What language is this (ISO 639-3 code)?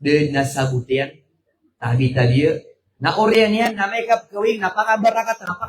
mrw